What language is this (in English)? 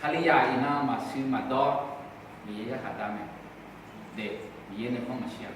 Akha